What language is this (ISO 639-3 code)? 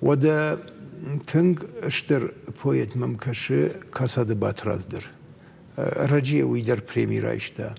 oss